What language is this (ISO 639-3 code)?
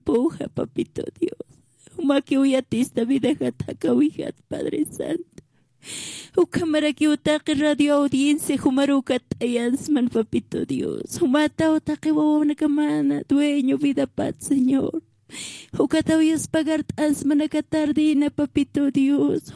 aym